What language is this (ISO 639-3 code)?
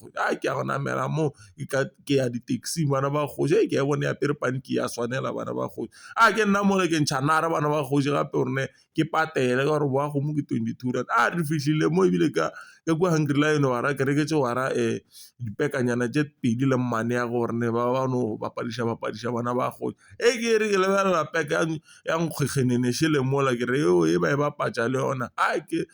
nso